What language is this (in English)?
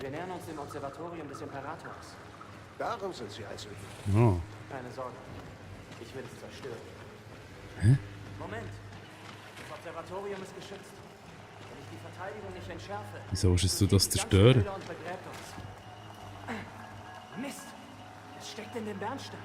Swiss German